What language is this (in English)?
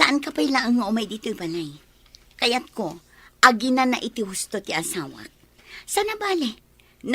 Iloko